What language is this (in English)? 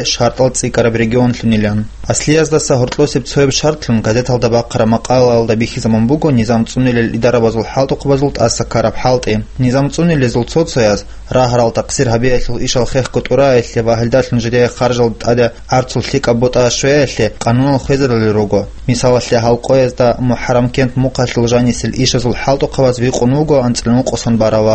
Avaric